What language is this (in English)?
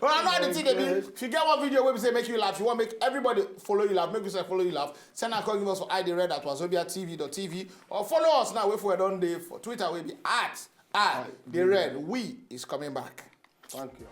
Nigerian Pidgin